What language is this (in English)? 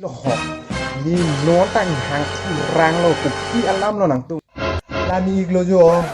Karbi